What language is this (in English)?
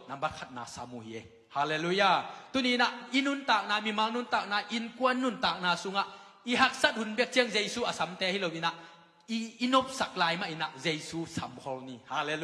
Tedim Chin